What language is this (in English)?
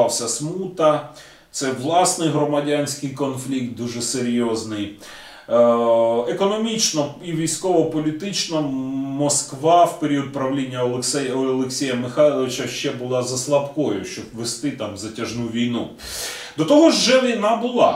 Ukrainian